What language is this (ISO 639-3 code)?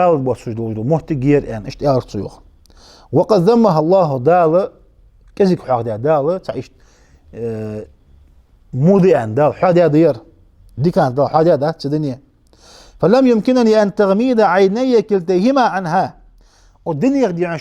inh